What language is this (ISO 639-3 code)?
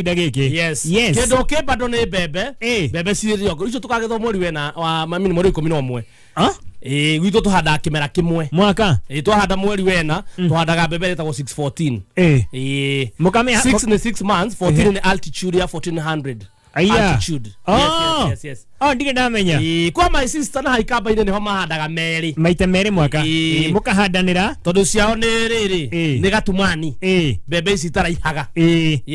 kik